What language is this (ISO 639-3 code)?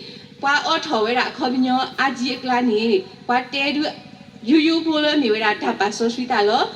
ksw